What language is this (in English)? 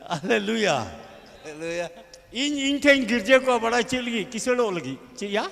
Santali